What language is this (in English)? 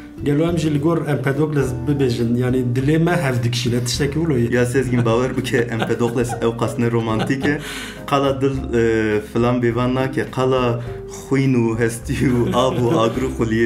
Kurdish